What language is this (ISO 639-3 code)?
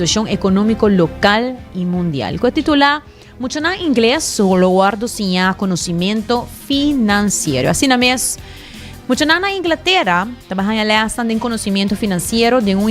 pap